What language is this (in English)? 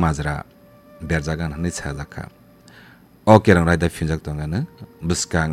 Kok Borok